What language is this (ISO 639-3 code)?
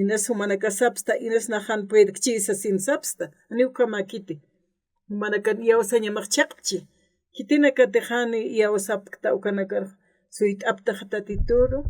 aym